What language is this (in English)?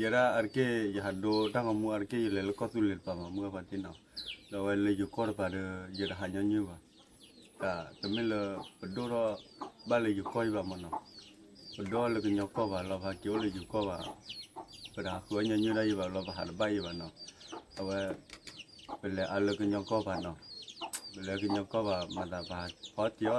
S'gaw Karen